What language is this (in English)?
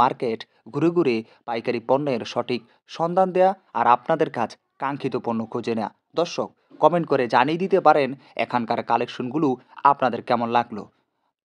Bangla